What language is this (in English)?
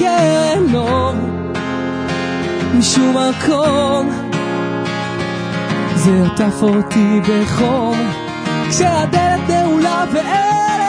Hebrew